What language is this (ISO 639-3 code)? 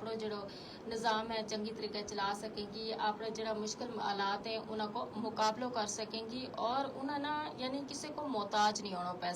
gju